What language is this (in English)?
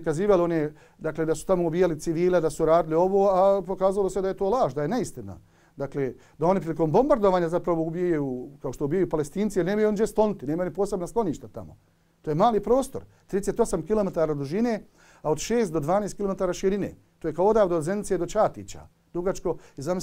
Bosnian